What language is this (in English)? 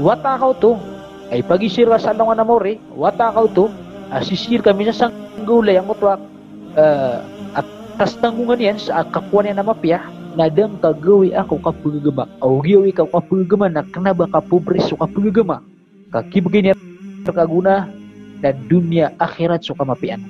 Maranao